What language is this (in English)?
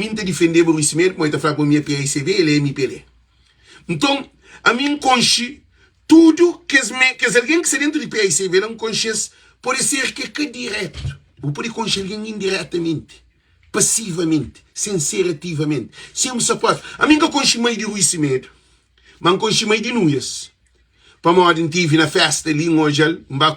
Kabuverdianu